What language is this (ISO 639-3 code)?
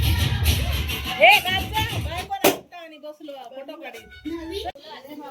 kok